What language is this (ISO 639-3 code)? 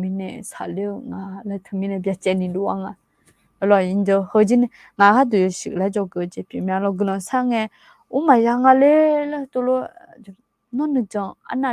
ahk